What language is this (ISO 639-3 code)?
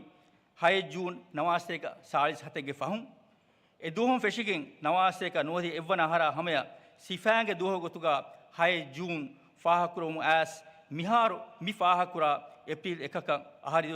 div